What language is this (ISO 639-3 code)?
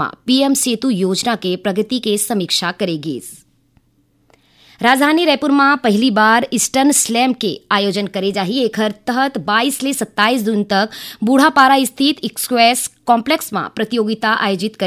hne